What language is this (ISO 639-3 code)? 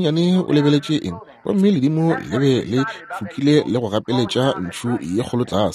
nso